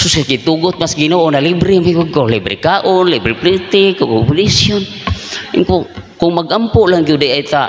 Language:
Cebuano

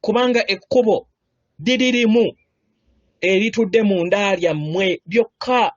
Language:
Ganda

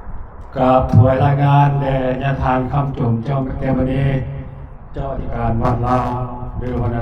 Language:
Lao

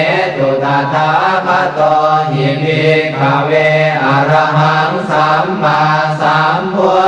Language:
Pali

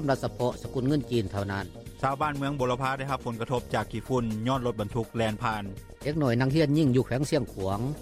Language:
Lao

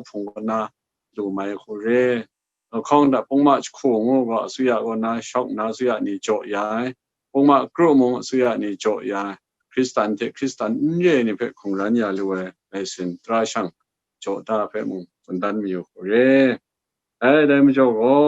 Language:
Kachin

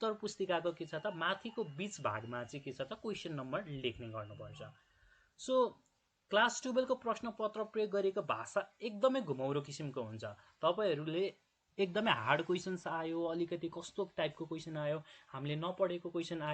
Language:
Nepali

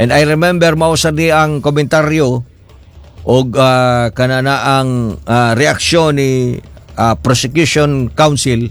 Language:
Cebuano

